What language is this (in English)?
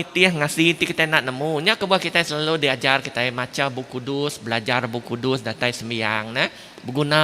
Iban